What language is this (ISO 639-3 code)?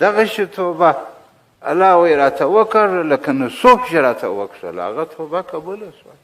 pus